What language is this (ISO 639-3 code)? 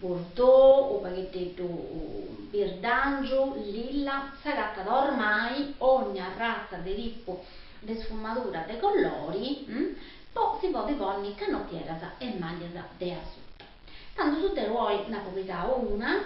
srd